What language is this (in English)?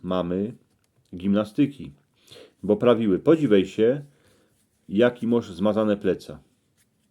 Silesian